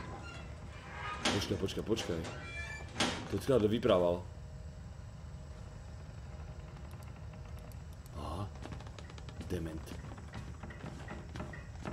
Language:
Slovak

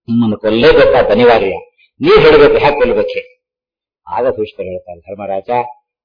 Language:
Kannada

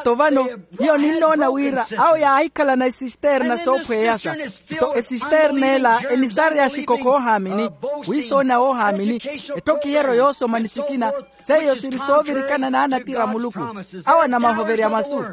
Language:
Makhuwa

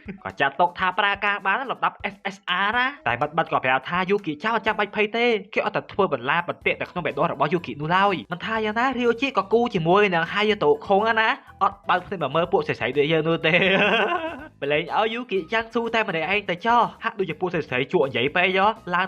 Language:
Khmer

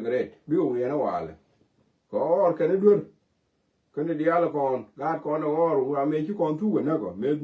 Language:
Nuer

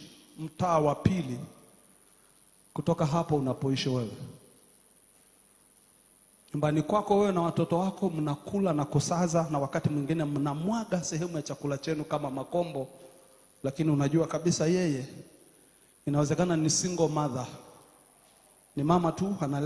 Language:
Swahili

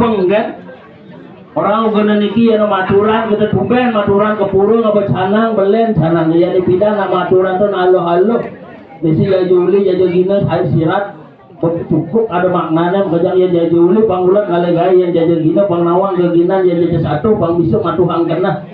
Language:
Balinese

